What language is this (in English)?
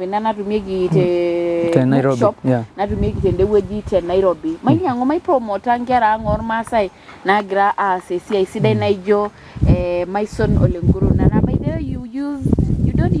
Masai